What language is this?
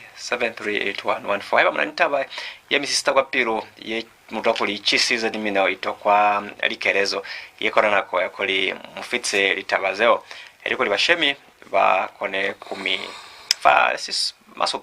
Lozi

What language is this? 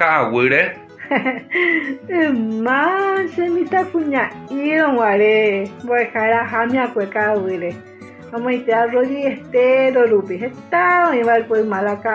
Guarani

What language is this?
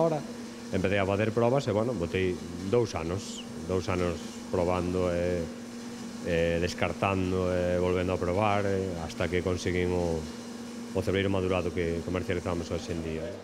Galician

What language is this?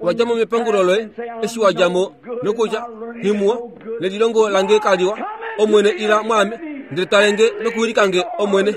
Kuanyama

